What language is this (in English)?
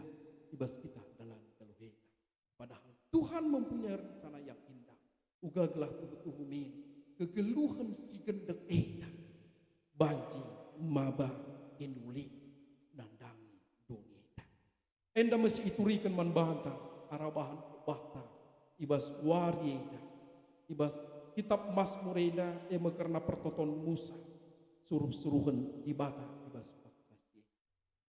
Batak Karo